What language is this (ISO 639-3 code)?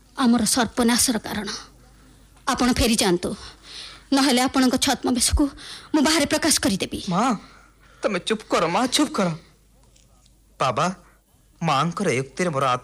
ori